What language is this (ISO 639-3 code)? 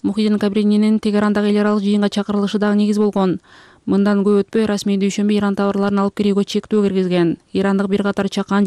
kir